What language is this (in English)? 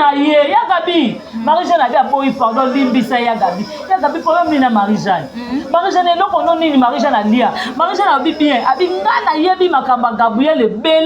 Lingala